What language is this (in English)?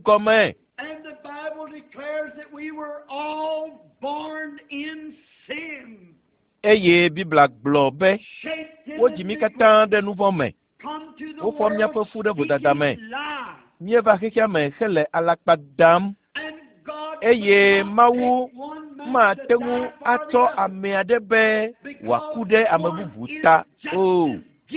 Ewe